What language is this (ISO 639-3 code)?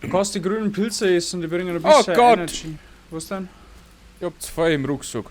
bar